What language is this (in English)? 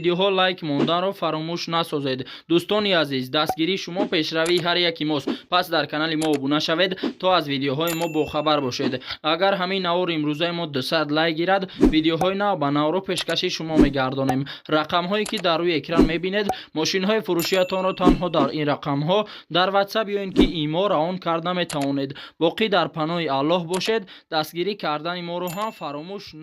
Tajik